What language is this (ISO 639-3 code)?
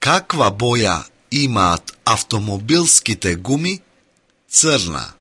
mkd